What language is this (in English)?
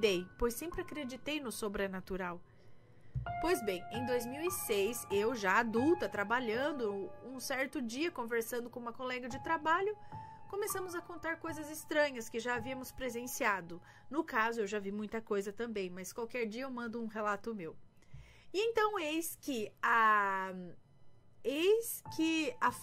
Portuguese